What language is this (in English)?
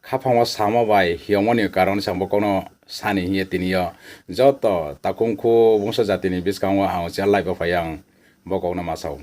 Riang (India)